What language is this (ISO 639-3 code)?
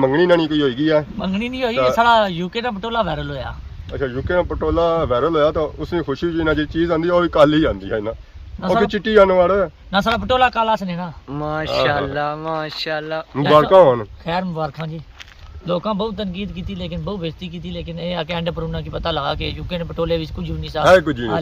phr